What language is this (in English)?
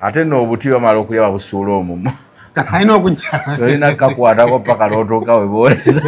Ganda